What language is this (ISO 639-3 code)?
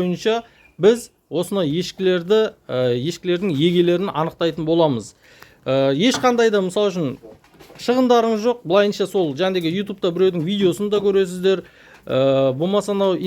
kaz